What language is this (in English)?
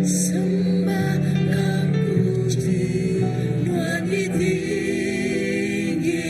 Iban